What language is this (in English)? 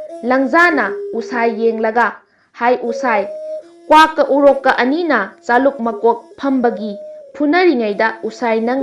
Manipuri